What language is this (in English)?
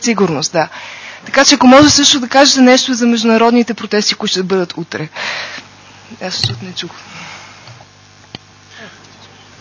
Bulgarian